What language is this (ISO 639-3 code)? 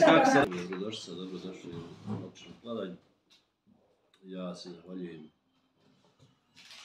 bos